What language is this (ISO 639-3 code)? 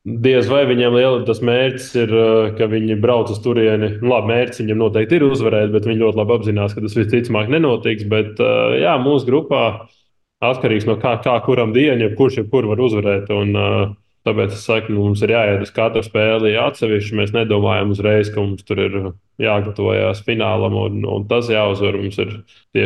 lav